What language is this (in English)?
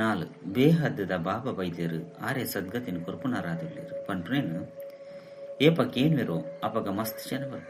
Tulu